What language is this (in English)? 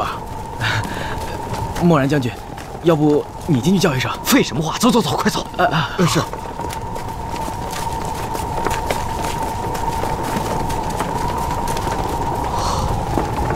Chinese